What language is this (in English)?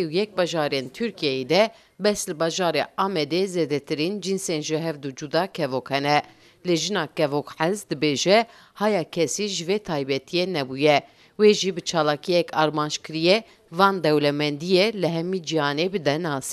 Kurdish